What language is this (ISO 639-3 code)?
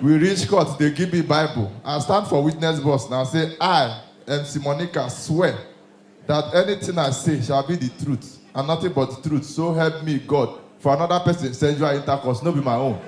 pcm